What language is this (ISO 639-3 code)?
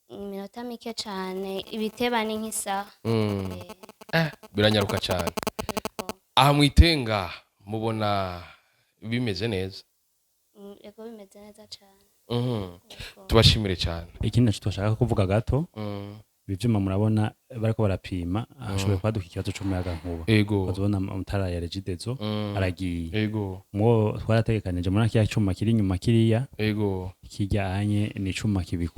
run